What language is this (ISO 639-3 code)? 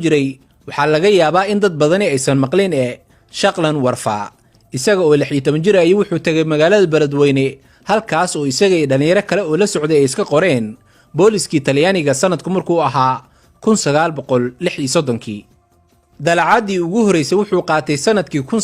som